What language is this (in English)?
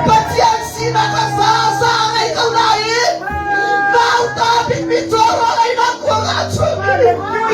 Hakha Chin